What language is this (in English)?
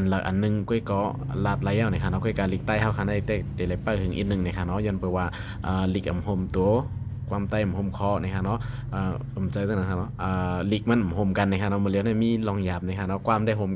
Shan